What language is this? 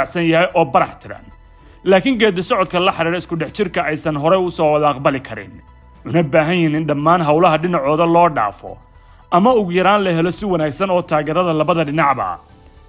Somali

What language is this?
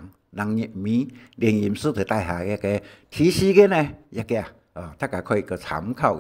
Hakka Chinese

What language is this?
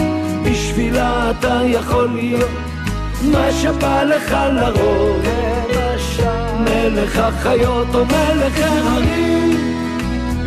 Hebrew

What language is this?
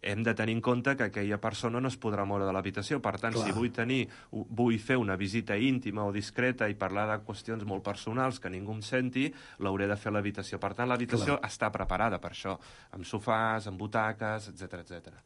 Catalan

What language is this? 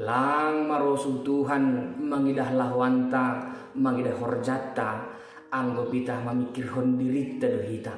Batak Simalungun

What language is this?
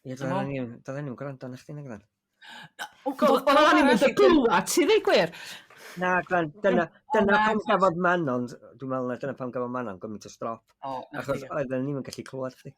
Welsh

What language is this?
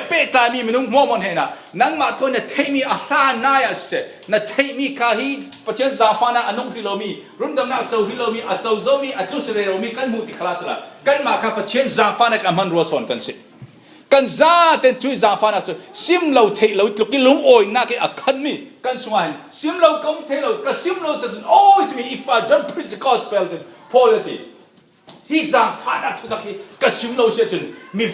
Falam Chin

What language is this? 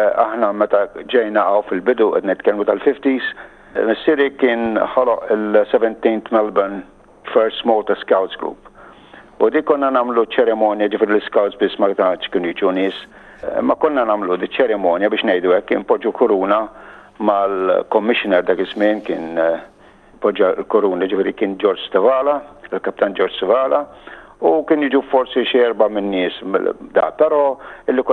Maltese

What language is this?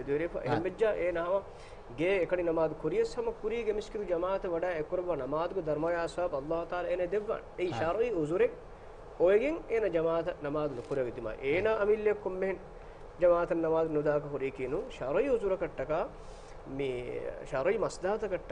Divehi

